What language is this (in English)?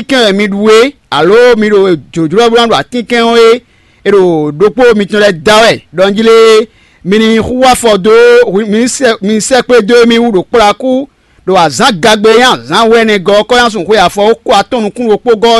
Fon